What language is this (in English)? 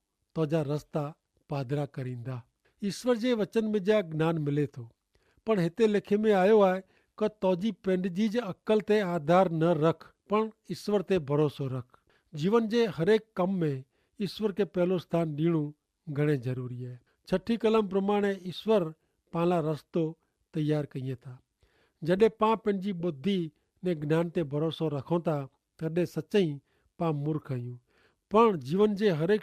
Kachhi